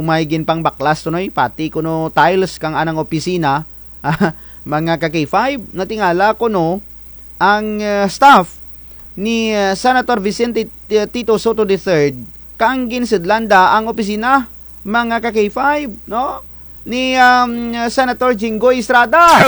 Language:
Kinaray-a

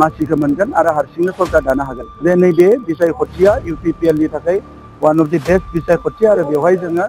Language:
Bodo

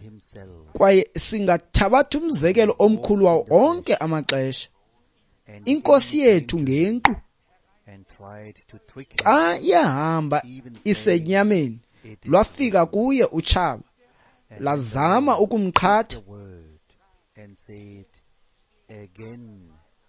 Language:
Xhosa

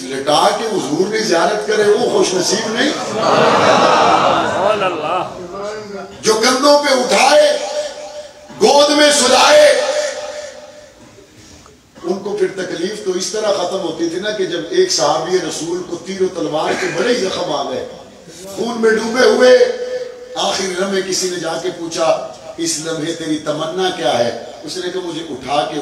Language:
Urdu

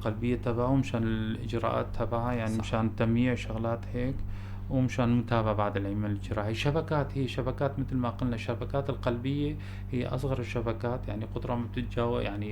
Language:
North Levantine Arabic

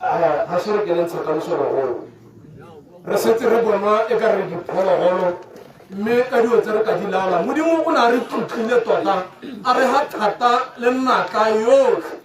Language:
Tswana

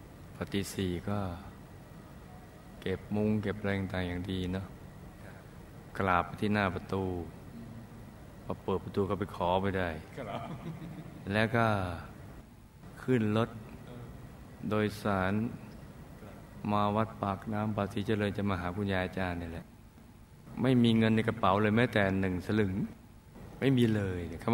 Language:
Thai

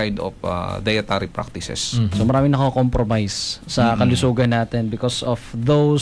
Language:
Filipino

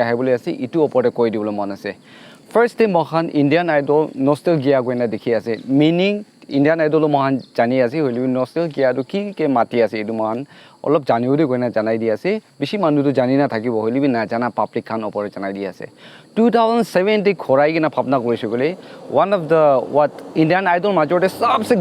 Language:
Naga Pidgin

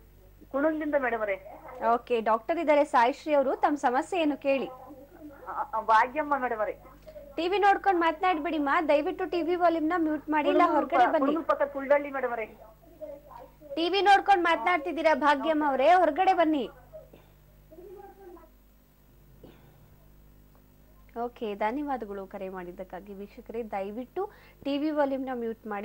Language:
Kannada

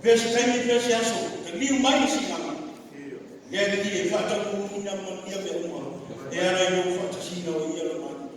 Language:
Samoan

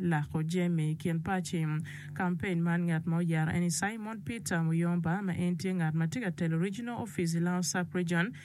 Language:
Acoli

